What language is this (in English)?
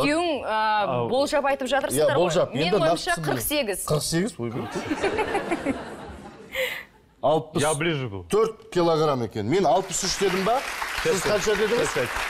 Kazakh